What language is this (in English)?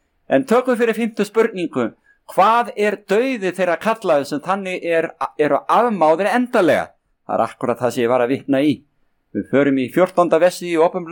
Icelandic